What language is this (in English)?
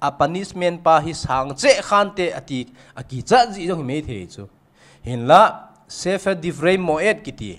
Thado Chin